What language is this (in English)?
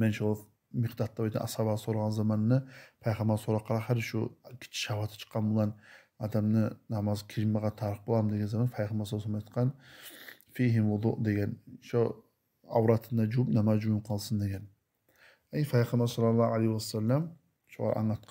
Kumyk